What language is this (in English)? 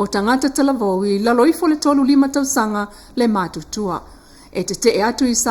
Samoan